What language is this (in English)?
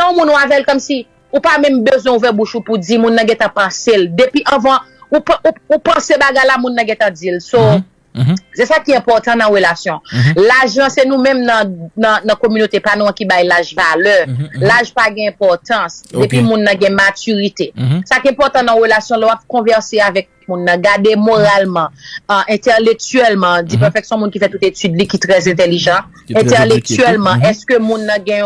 Haitian Creole